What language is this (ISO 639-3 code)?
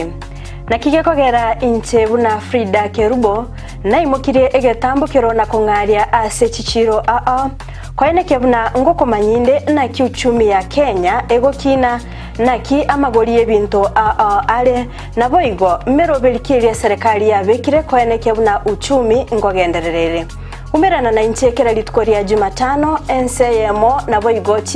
guz